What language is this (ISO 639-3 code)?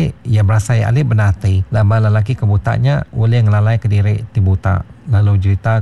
iba